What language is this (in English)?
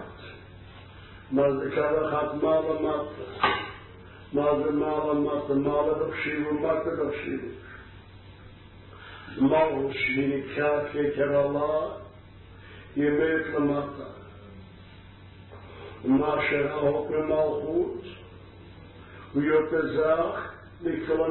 Hebrew